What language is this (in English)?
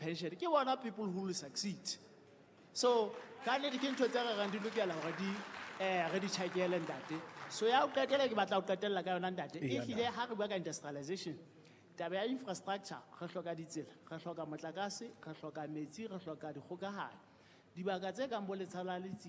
Southern Sotho